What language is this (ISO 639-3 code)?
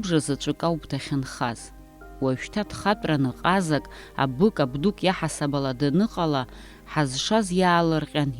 abk